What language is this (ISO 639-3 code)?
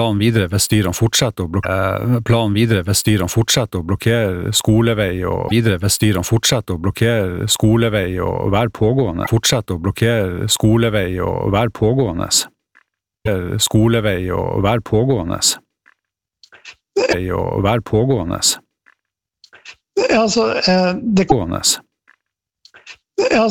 nor